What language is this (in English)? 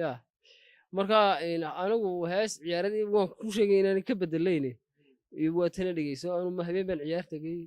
Somali